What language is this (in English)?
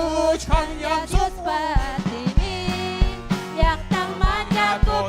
Ayacucho Quechua